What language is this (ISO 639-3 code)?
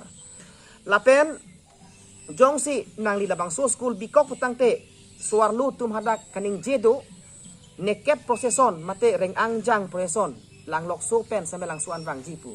mjw